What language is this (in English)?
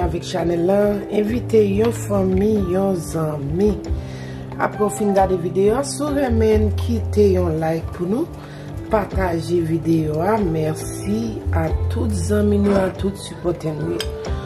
Haitian Creole